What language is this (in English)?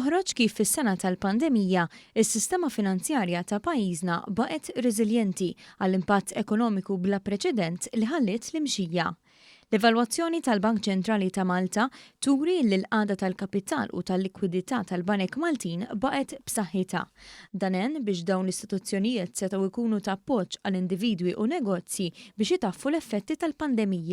Maltese